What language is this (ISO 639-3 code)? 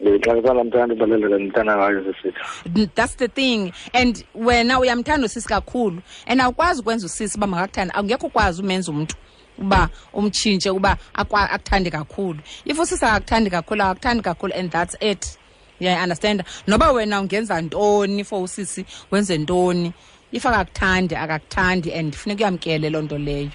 xho